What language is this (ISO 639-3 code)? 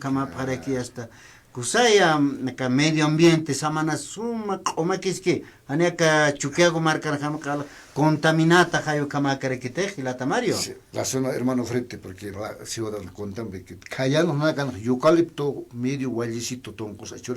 aym